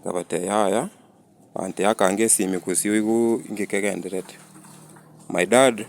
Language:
Gusii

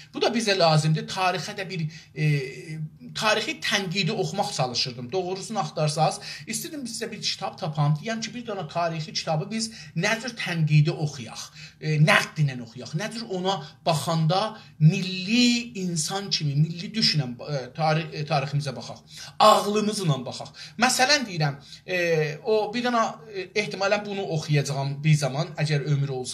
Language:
South Azerbaijani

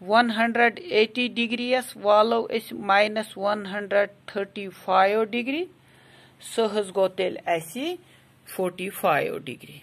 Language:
Kashmiri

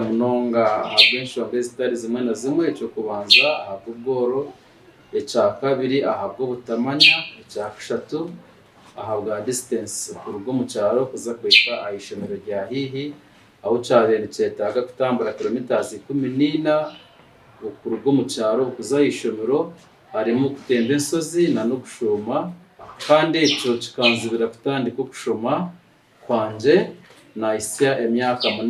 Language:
Nyankole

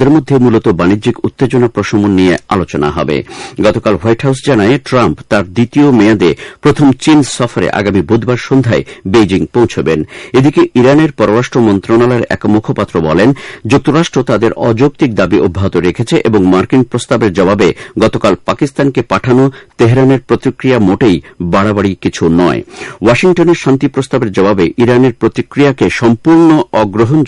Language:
Bangla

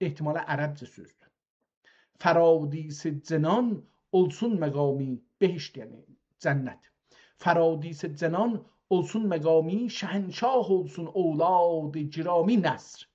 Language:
South Azerbaijani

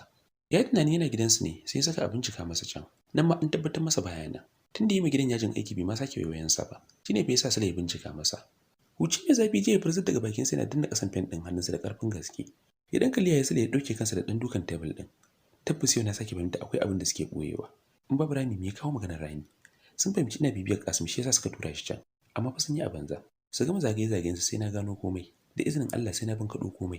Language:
Hausa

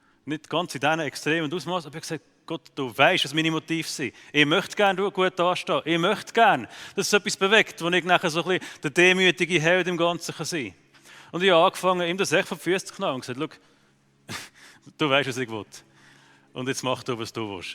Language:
Swiss German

